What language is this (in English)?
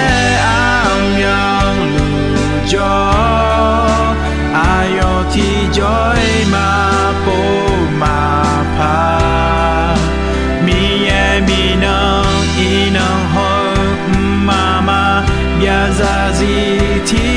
Akha